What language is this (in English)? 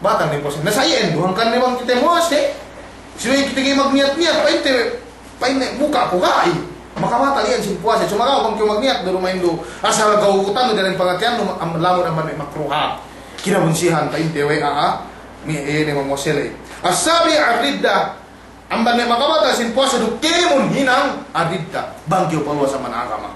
Yakan